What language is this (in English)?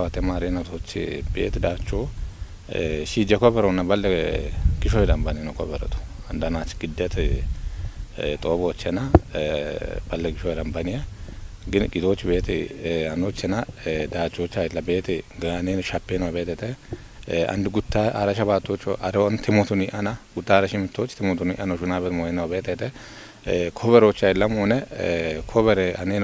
Kafa